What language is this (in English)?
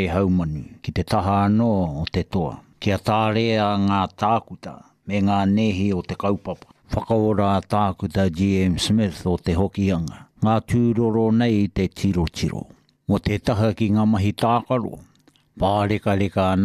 Māori